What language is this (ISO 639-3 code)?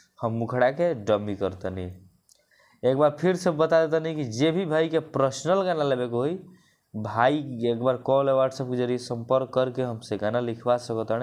bho